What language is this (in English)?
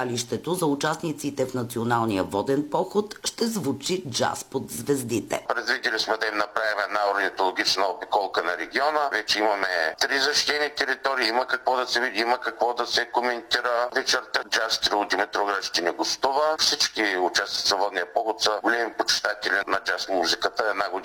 Bulgarian